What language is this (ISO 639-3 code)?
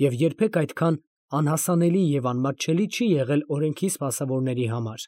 hye